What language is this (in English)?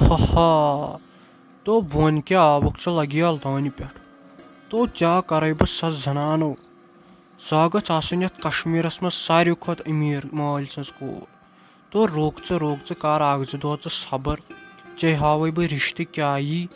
Kashmiri